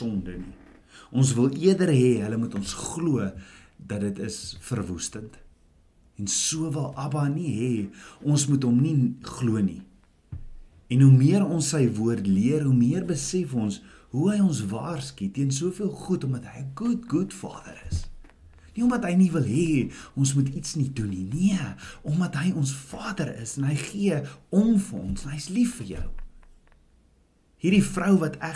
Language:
Afrikaans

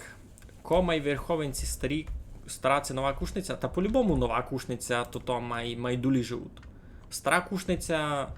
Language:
Rusyn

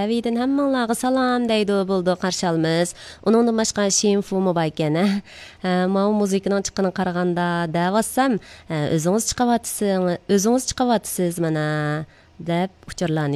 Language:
Uyghur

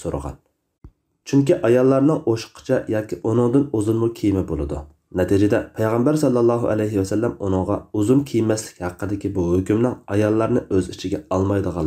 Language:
Uyghur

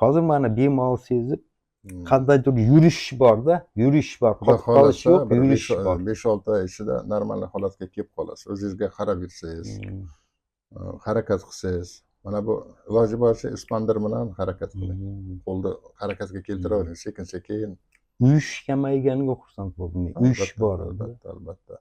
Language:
Uzbek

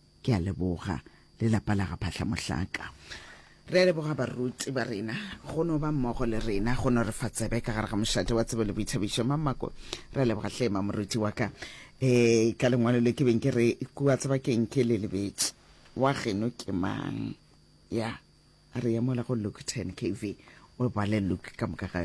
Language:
Northern Sotho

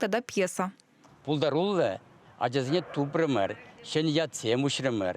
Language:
Chuvash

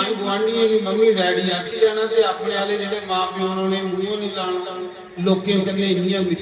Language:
Dogri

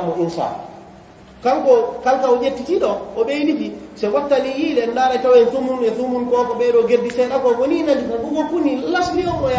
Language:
Fula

